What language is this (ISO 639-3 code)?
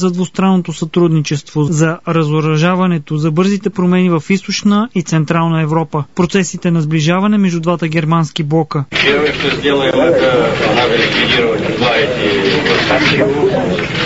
bul